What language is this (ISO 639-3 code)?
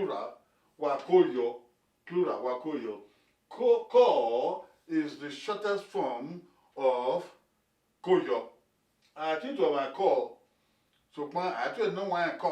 bin